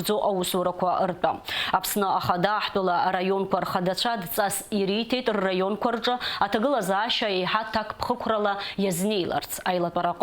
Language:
Abkhazian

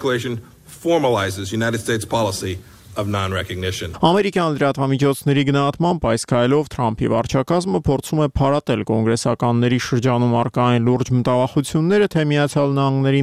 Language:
Armenian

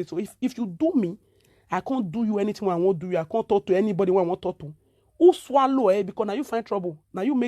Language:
Nigerian Pidgin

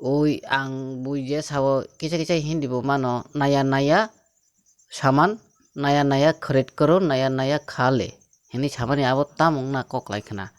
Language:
Kok Borok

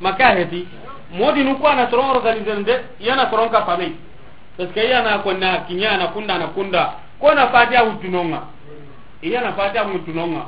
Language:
Soninke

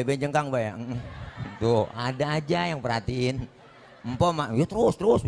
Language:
Betawi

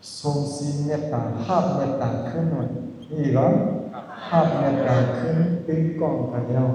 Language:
Shan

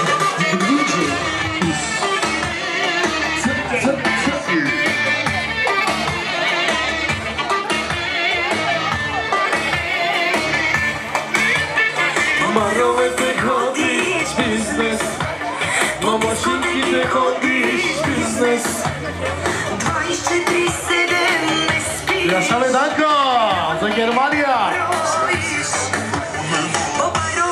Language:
Turkish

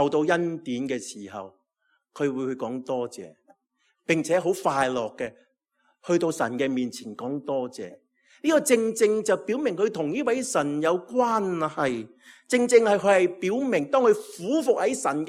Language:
Cantonese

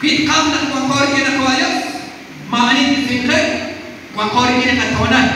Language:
Kekchí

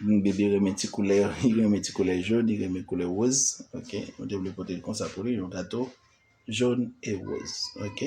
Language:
Haitian Creole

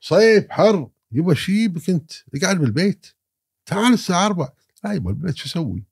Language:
Gulf Arabic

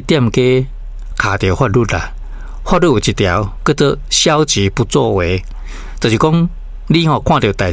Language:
Min Nan Chinese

